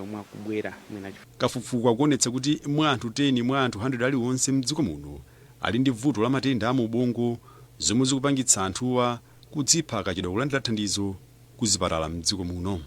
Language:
Nyanja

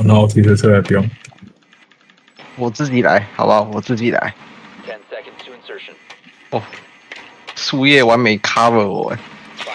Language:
Chinese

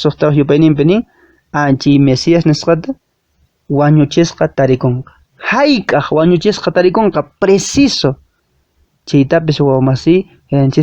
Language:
Quechua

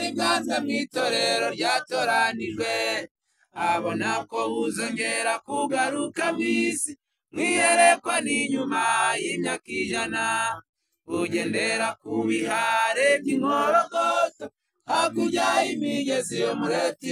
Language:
Kinyarwanda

